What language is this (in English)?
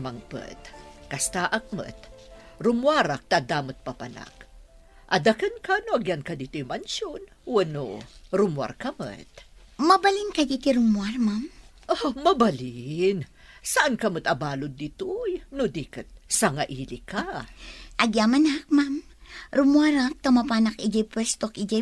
Iloko